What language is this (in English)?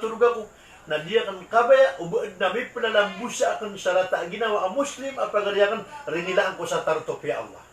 Maranao